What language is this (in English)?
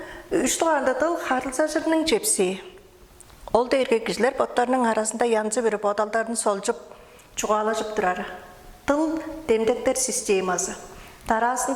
Tuvinian